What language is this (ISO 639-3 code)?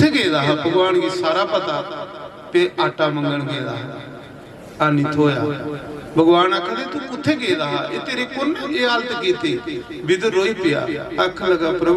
doi